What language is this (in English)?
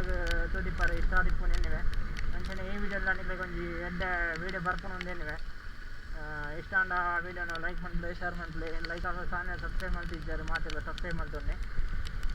Tulu